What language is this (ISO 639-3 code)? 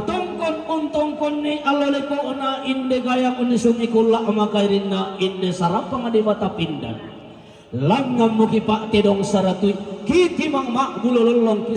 sda